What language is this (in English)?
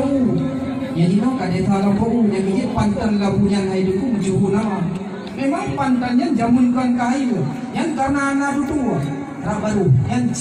Achinese